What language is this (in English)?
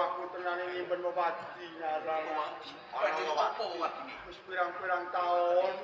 Javanese